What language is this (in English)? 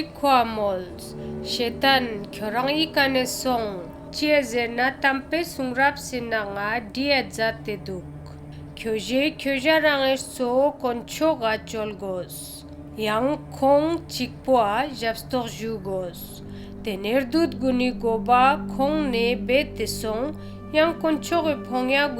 Ladakhi